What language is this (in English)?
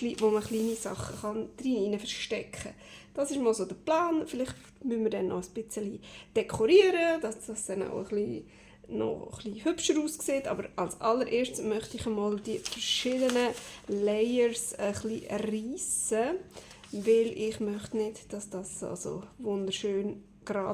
Swiss German